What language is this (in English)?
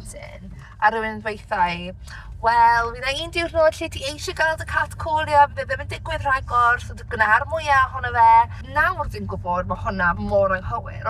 Welsh